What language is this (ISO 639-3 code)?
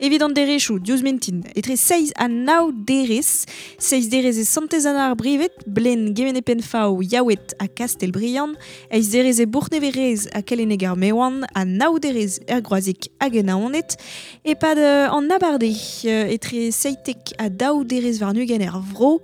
bre